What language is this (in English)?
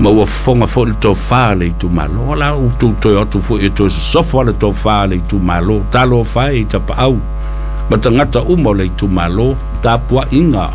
Samoan